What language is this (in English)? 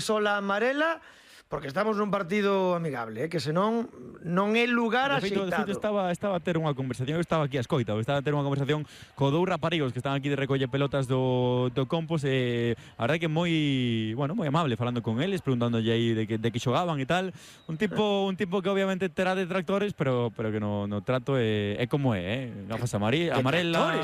Galician